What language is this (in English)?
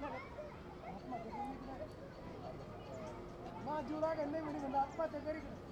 Marathi